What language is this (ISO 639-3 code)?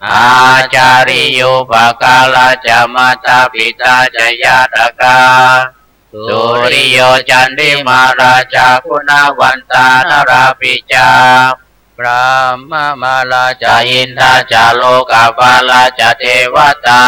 pli